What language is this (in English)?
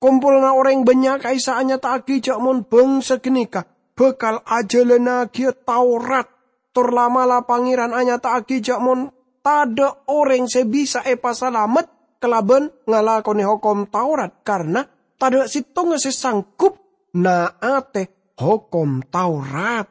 Madurese